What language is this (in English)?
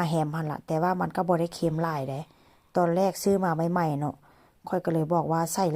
Northeastern Thai